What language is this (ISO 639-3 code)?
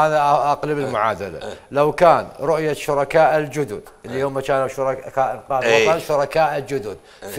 acm